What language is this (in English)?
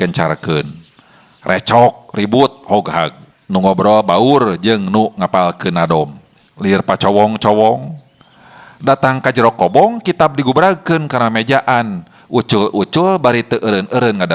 Sundanese